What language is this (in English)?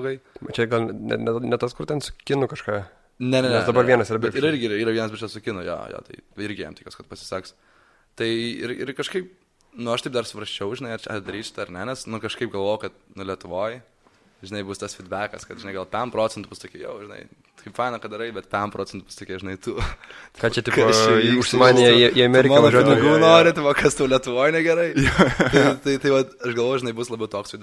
Lithuanian